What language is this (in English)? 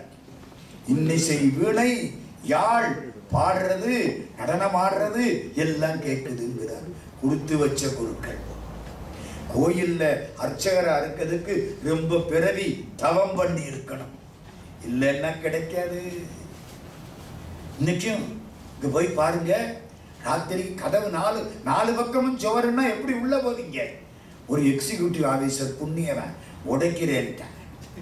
Tamil